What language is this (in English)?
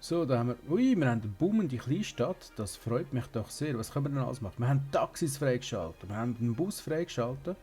Swiss German